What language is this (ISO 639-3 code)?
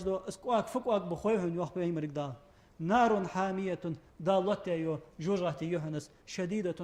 inh